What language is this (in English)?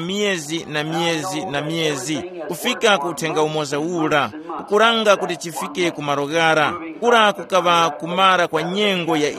Tumbuka